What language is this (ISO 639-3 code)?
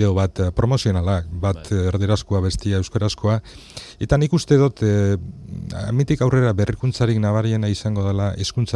eus